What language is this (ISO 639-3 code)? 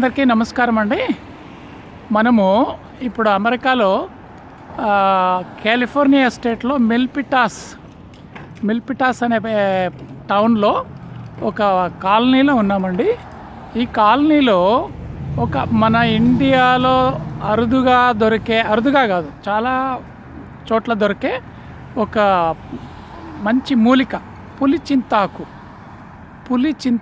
tel